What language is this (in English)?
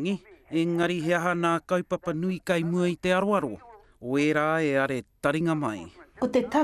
Māori